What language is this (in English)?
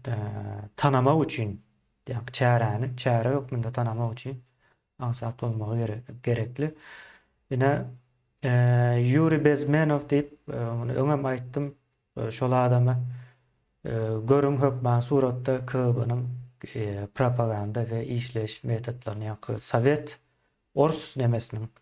Turkmen